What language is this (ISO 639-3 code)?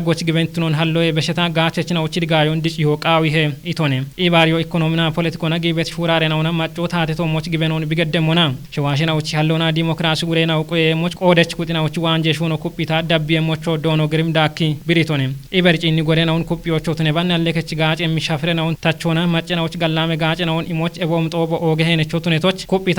kbr